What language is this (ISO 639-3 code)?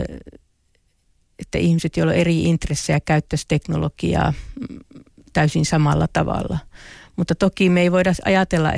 fin